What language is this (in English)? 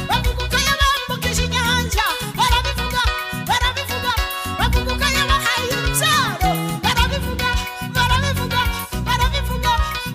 Kinyarwanda